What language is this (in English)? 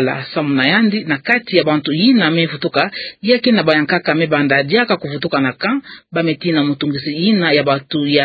Kituba (Democratic Republic of Congo)